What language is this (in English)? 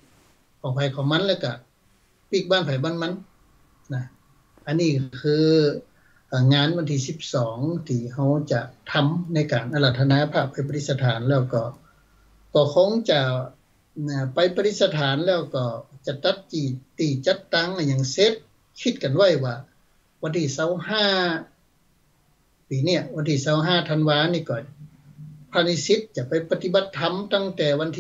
Thai